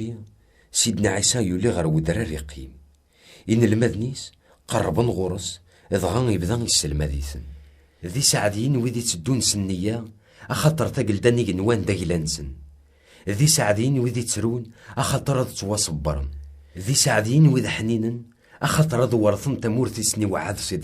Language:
Kabyle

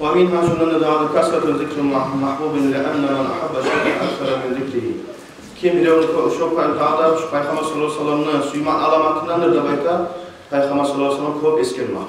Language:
Kumyk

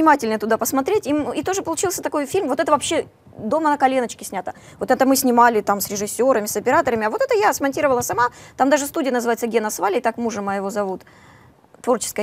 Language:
Russian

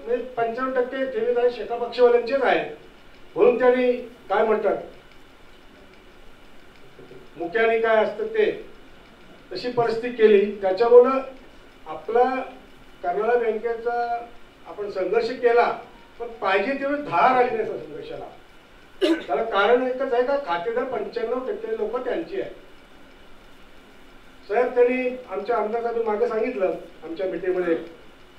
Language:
Marathi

